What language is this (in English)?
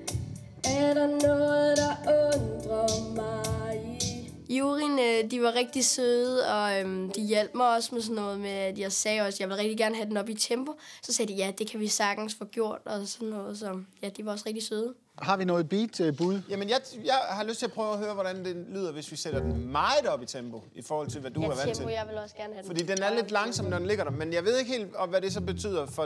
Danish